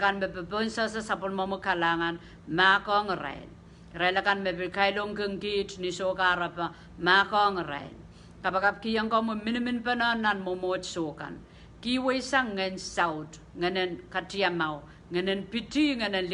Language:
Pohnpeian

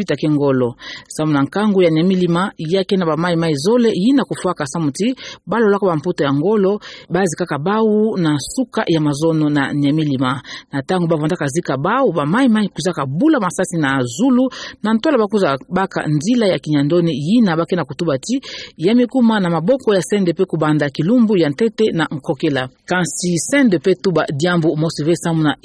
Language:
Kituba (Democratic Republic of Congo)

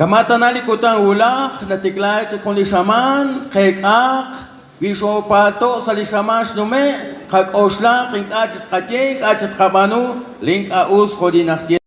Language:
Kekchí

